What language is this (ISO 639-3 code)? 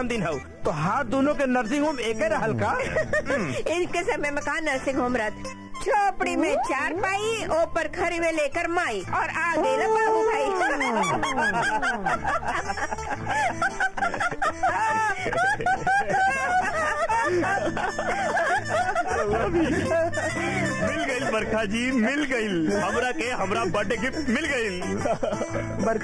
bho